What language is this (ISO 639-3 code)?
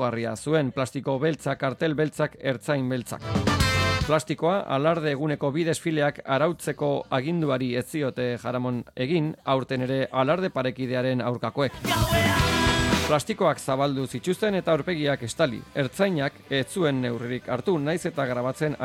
eus